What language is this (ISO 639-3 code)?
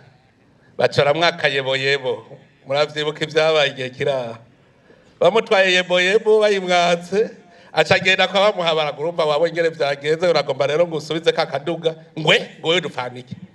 run